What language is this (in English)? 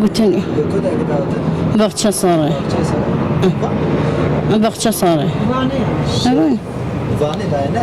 Kurdish